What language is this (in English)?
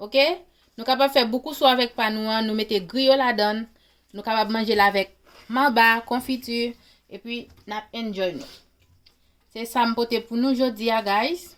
Haitian Creole